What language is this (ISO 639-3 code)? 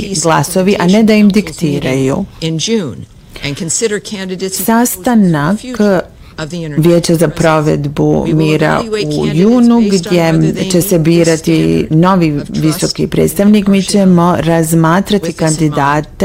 bos